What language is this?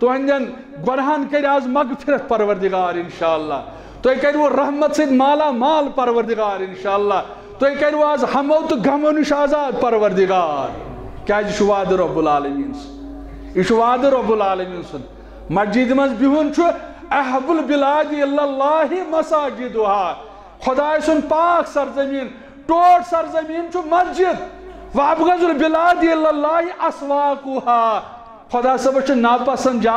Kashmiri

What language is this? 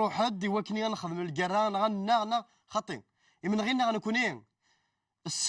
Kabyle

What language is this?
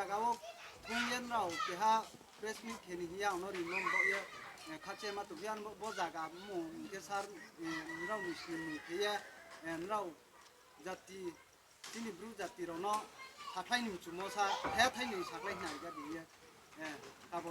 Riang (India)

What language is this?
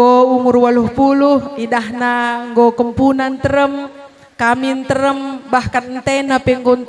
Batak Karo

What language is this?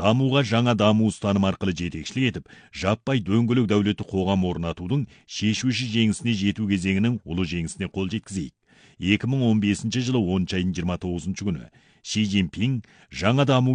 Kazakh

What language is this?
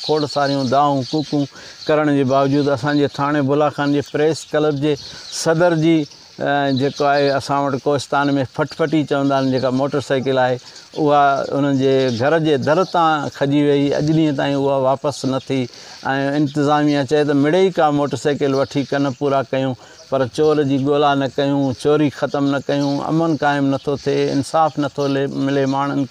Sindhi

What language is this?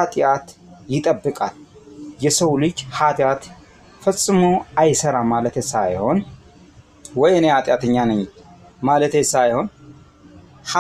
Amharic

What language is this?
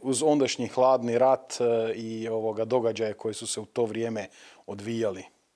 Croatian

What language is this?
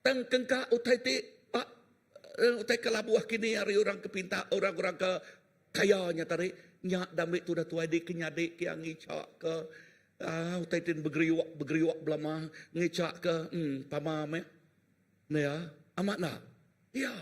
Iban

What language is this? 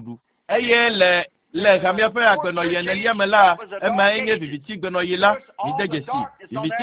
Ewe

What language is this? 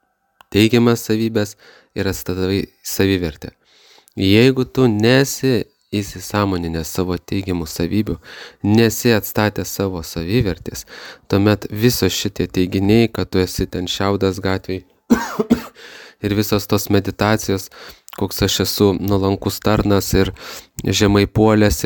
Lithuanian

